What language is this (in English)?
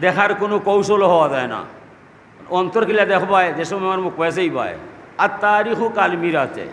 Sylheti